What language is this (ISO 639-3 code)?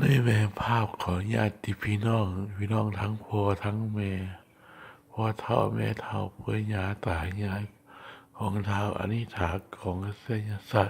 lao